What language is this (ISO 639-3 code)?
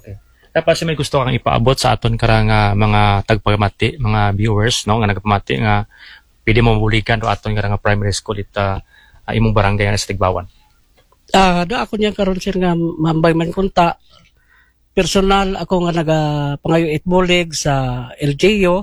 akl